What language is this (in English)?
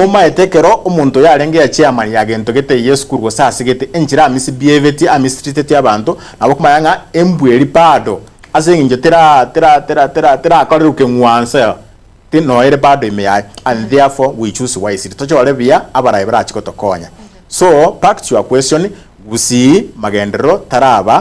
Gusii